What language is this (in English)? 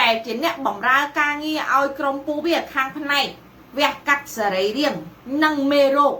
Khmer